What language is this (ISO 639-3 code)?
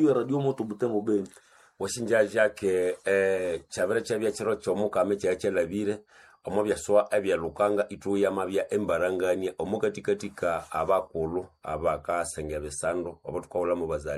nnb